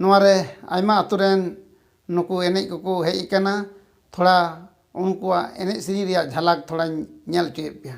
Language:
Santali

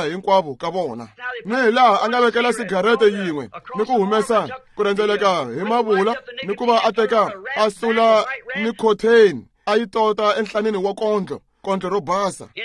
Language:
Tsonga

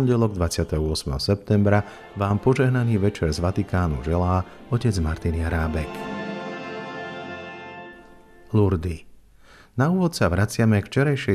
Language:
Slovak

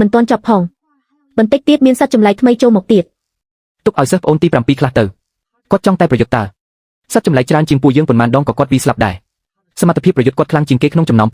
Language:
Khmer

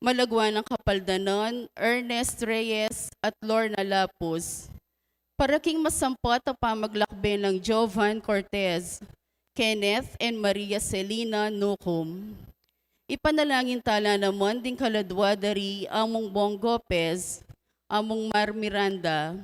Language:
Pampanga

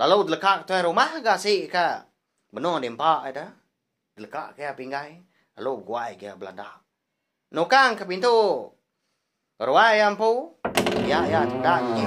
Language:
Iban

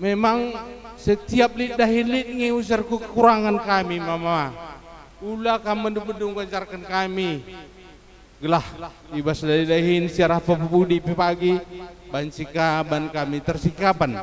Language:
Batak Karo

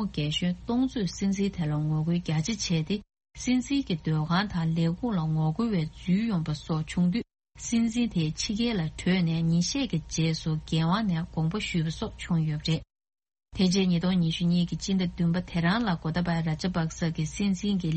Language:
Tibetan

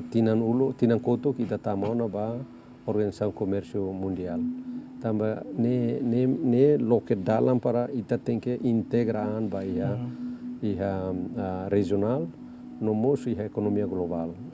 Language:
Tetum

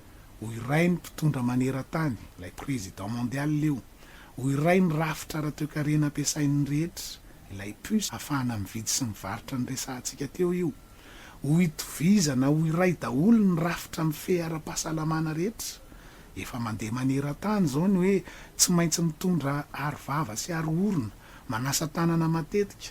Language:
Malagasy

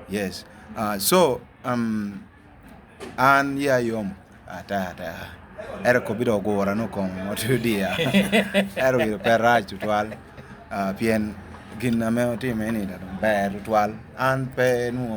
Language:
Lango (Uganda)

